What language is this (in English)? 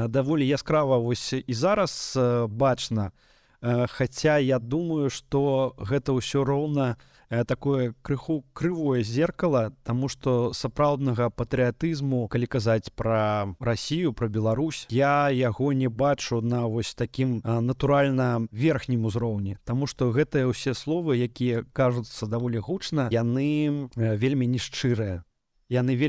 Belarusian